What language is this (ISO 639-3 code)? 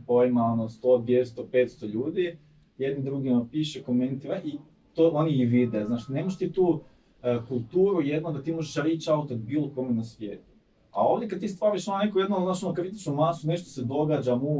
hrv